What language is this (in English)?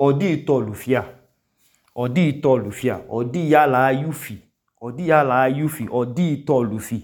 Idoma